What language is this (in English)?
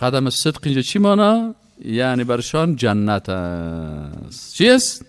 Persian